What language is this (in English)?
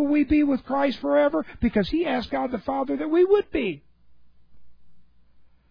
English